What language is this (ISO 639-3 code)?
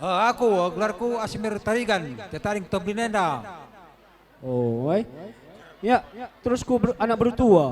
btx